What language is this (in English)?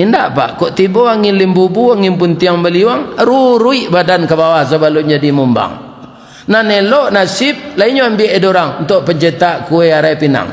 Minangkabau